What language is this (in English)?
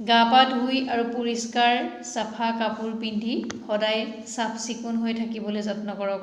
Assamese